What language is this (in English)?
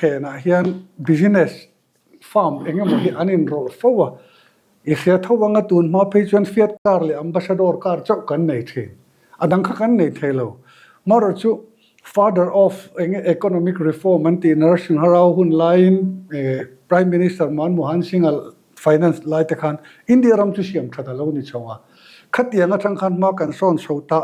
Mizo